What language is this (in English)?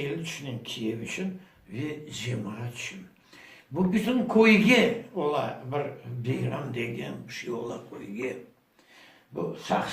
Crimean Tatar